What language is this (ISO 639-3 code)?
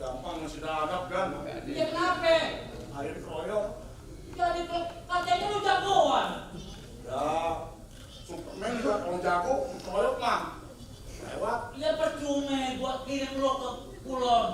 bew